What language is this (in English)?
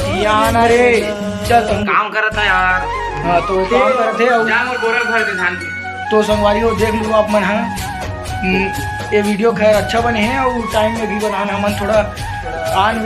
Chhattisgarhi